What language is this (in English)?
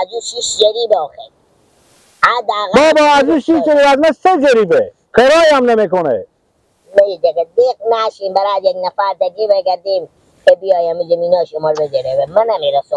Persian